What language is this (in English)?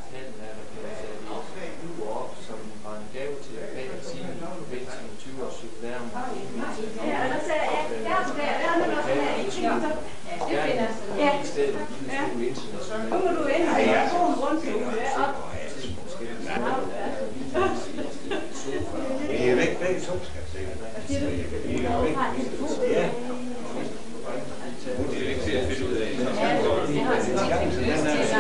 Danish